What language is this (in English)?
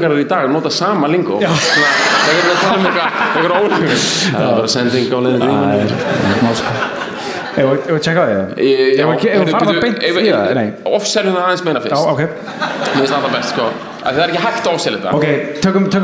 Icelandic